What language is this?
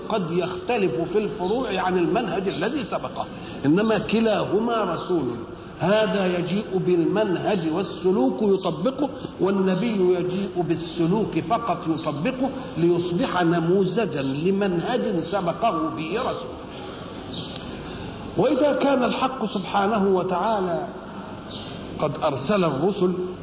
Arabic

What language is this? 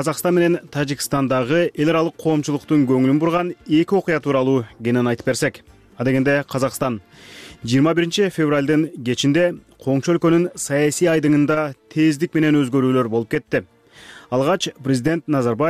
Kyrgyz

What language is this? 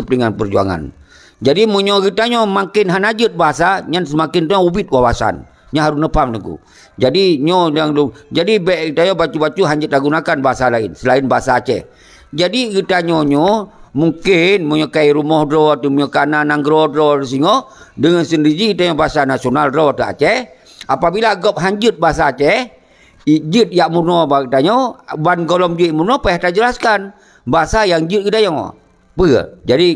Achinese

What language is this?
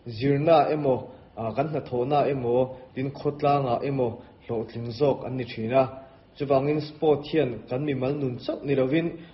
Mizo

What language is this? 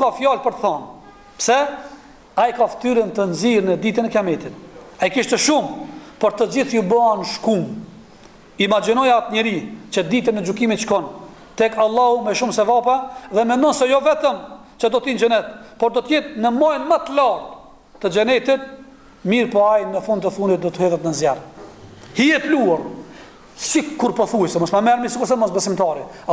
Albanian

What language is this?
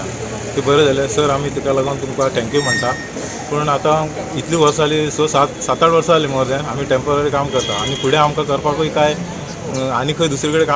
Konkani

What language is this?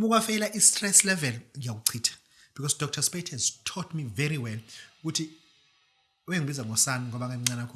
Zulu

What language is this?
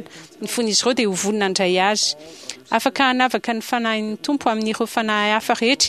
Malagasy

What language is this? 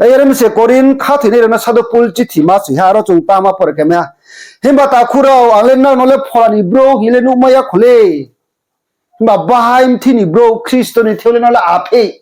Riang (India)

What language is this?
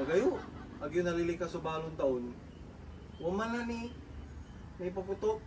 Pangasinan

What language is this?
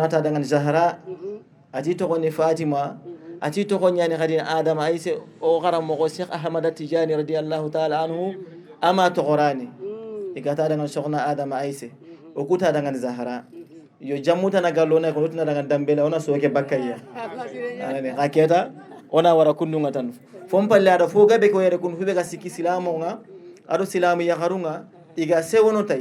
Fula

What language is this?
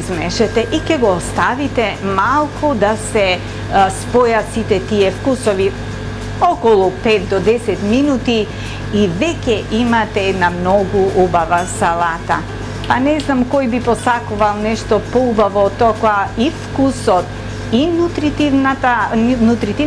Macedonian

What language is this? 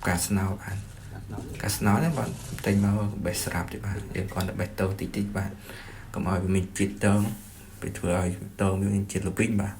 Khmer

